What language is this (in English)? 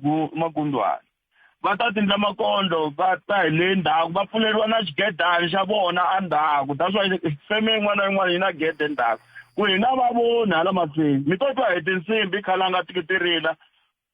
Tsonga